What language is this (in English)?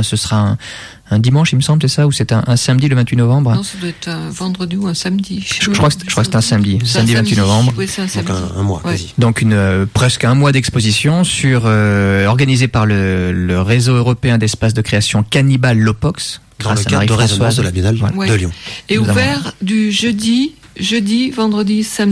French